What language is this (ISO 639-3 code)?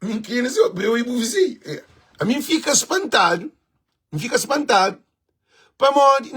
kea